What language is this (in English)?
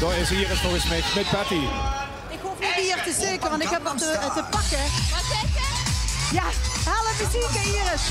Limburgish